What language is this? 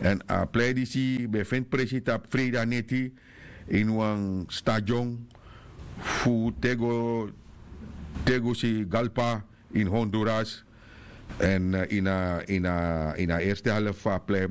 Sranan Tongo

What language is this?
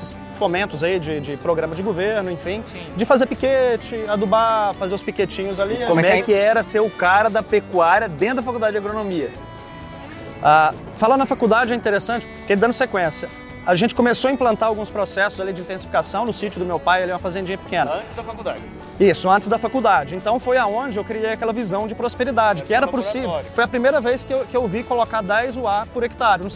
Portuguese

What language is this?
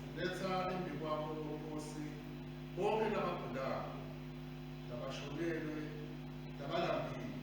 Swati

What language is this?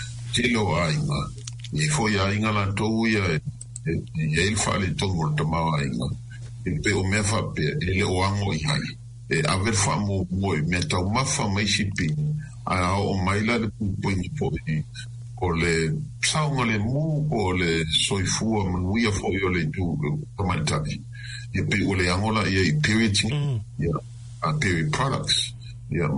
Samoan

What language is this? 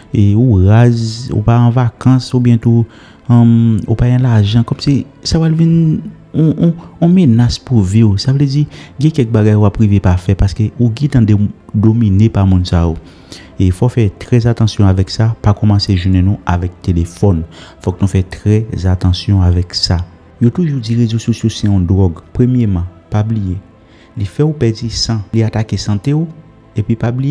Haitian Creole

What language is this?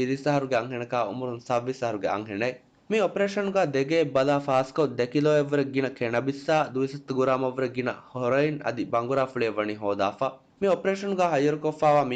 Divehi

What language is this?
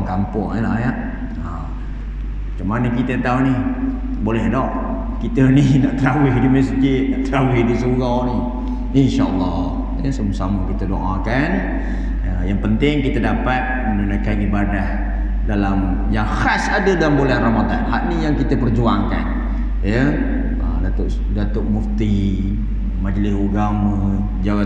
Malay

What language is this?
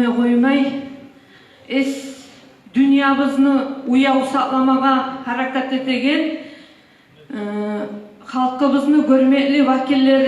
Kumyk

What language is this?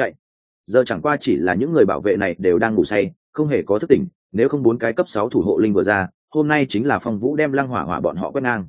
Vietnamese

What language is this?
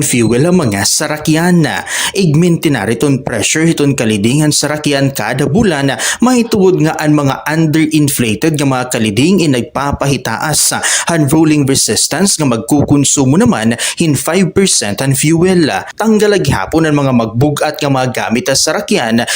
Waray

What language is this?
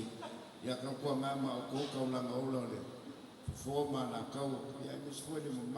Samoan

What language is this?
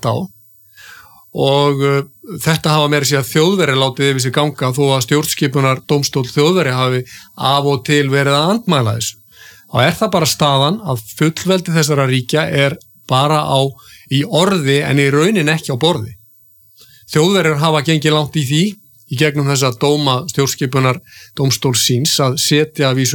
Icelandic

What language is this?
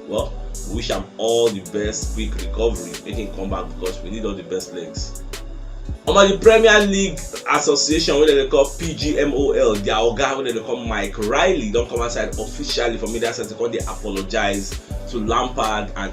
Nigerian Pidgin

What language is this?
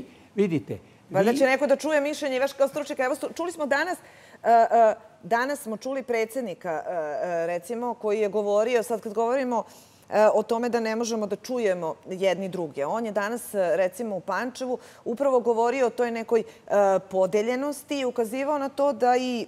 Serbian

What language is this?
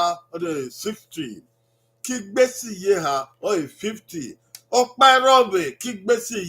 Bini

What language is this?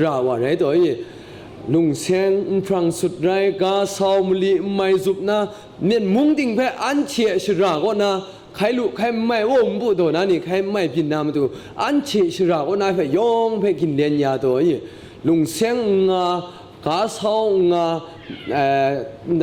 Kachin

